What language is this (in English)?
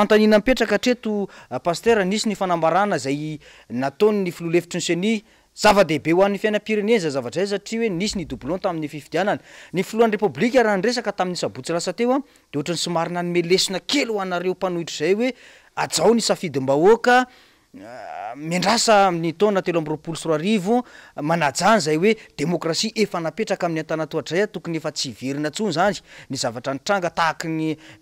Malagasy